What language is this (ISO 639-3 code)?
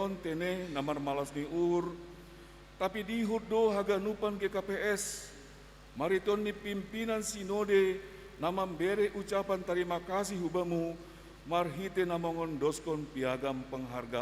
bts